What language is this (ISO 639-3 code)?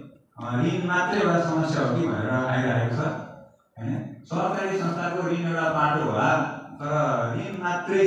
nep